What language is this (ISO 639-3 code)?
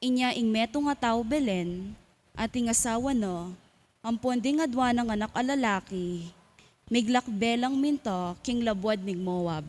pam